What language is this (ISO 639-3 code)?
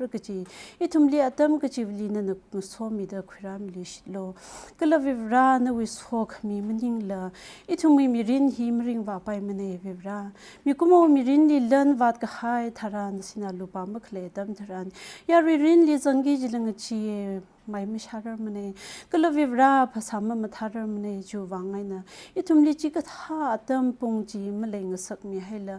nmf